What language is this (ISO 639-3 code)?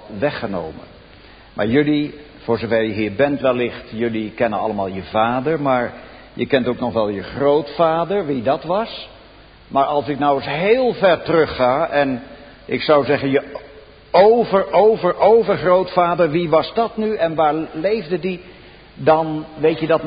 nld